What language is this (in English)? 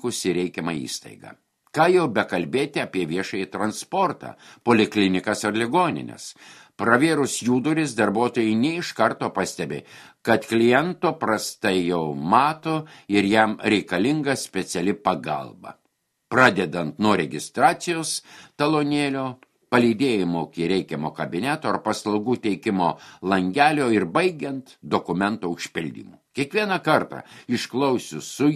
Lithuanian